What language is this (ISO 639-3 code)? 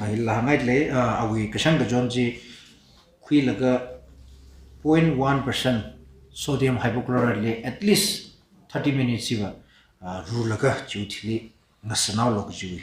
nmf